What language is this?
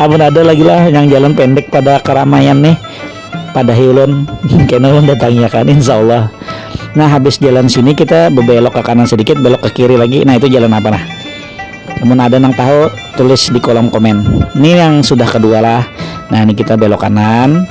Banjar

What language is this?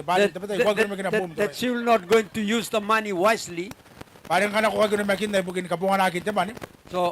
Gilbertese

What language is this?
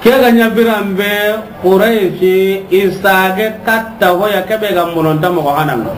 Soninke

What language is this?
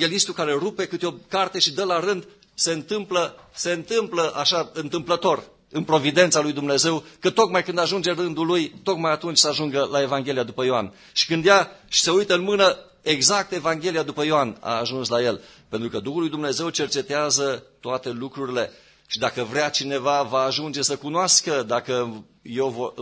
Romanian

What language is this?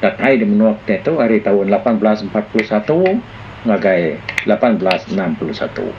Iban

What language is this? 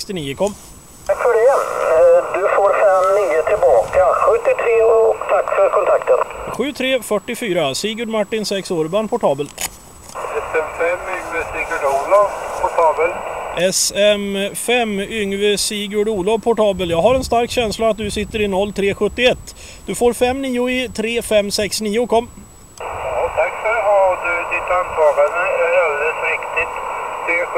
Swedish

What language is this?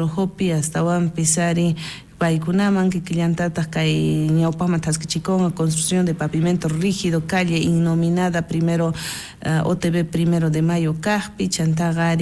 South Bolivian Quechua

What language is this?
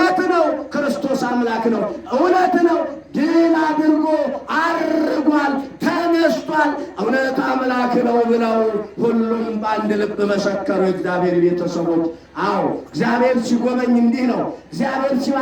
Amharic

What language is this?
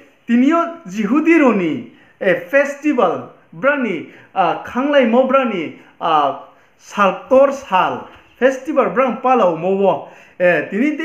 Riang (India)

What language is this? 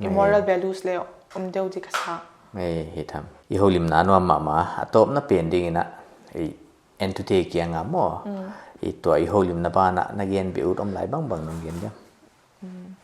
Paite Chin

